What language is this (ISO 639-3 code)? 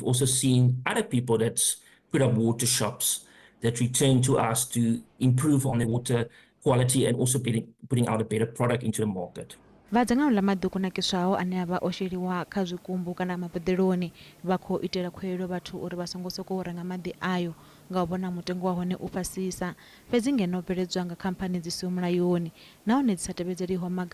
ven